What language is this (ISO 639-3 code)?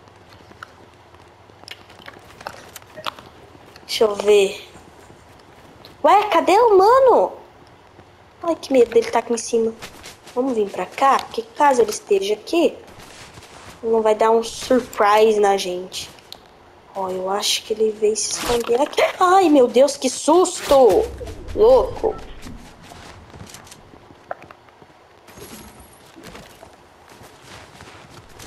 por